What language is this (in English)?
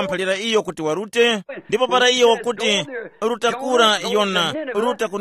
Tumbuka